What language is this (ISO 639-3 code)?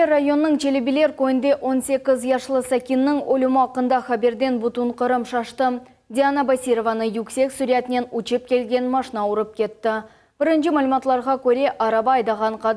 crh